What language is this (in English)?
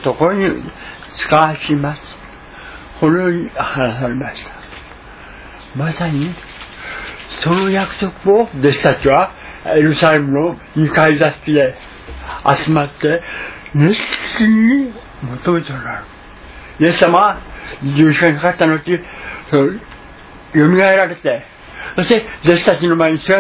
Japanese